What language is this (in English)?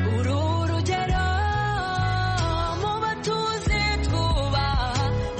Kinyarwanda